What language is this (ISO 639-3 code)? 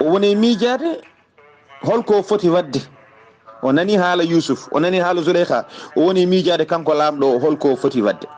ful